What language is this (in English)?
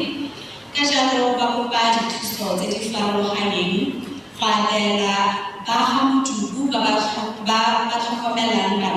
Tswana